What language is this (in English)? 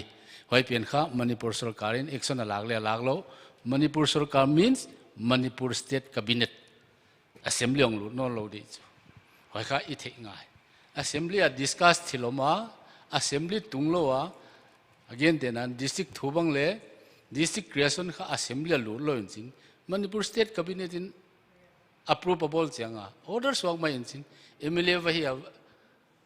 Paite Chin